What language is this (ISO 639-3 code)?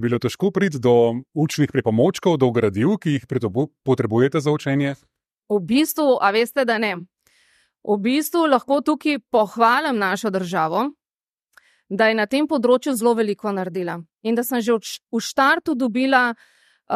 slv